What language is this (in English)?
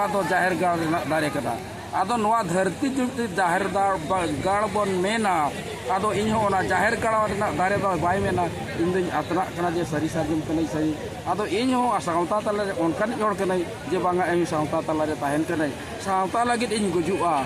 Santali